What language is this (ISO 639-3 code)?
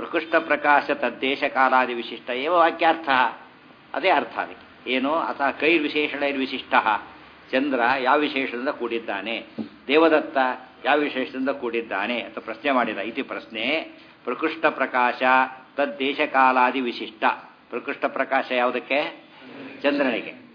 kan